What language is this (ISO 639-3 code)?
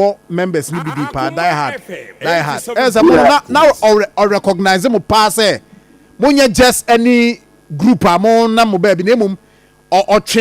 aka